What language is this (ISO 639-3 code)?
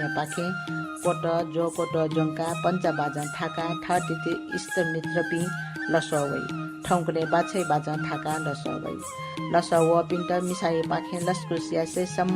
new